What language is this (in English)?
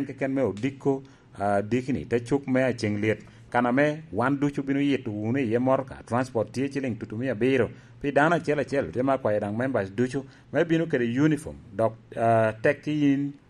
Lango (Uganda)